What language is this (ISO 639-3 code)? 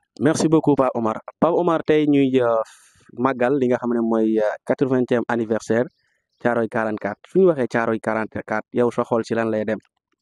wol